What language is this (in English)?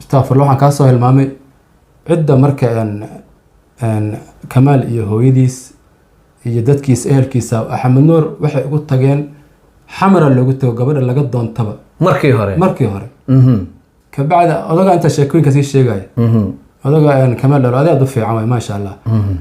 Somali